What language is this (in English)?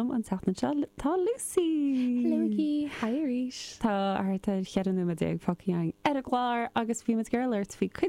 Irish